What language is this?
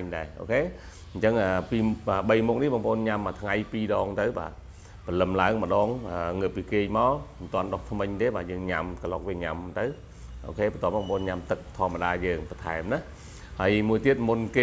Khmer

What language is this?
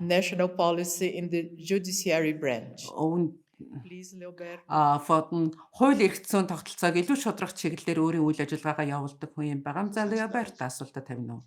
Mongolian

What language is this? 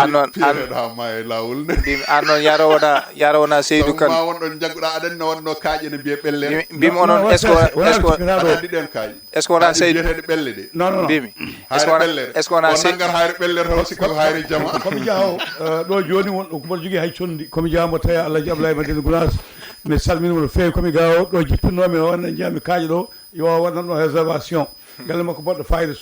Fula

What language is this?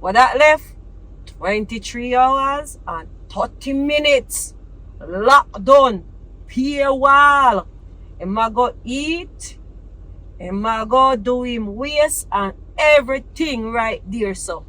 Jamaican Creole English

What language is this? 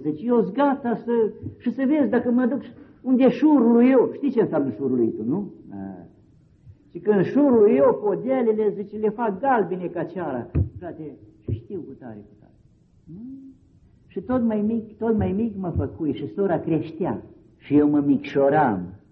Romanian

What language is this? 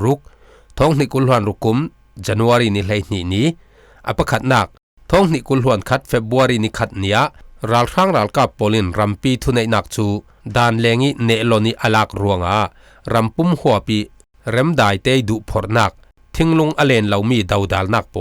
Falam Chin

